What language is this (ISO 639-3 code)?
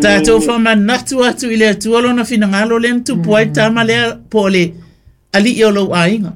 smo